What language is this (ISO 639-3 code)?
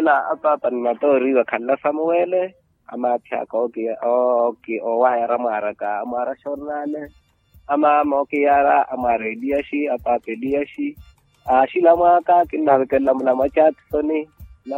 vmw